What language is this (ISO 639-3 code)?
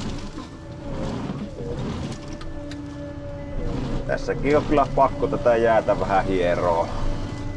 fin